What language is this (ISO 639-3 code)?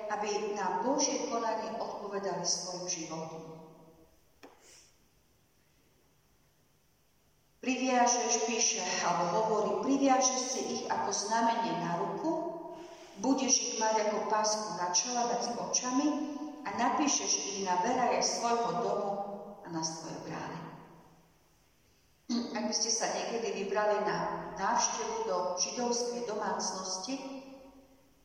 slk